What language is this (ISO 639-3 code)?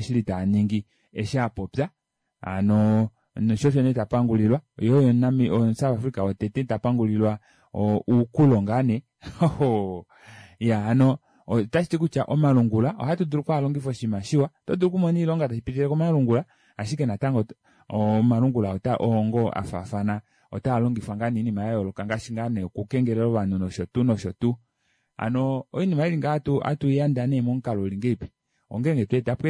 kua